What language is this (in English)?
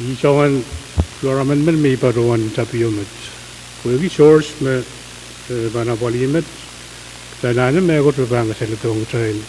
Pohnpeian